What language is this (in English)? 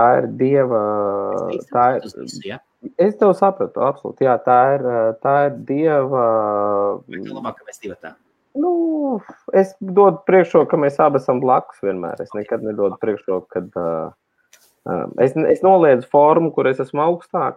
Latvian